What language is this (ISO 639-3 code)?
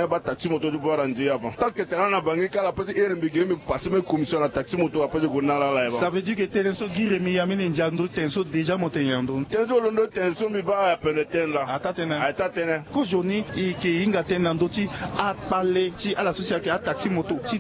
sag